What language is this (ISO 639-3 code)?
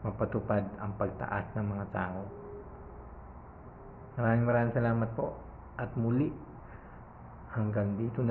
fil